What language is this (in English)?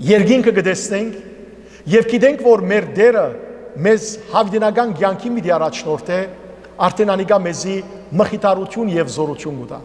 Western Armenian